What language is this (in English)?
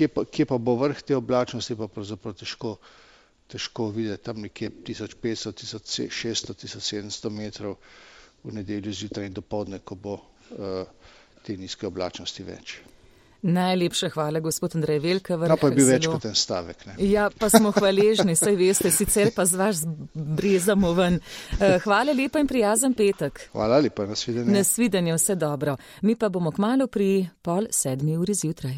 Slovenian